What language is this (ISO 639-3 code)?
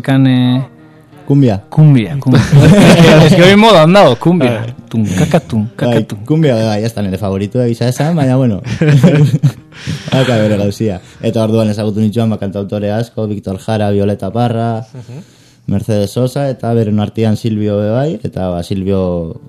eus